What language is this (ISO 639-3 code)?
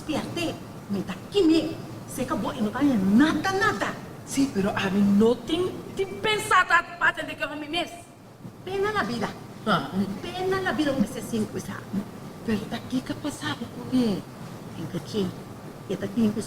pap